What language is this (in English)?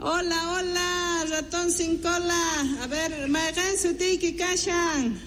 Quechua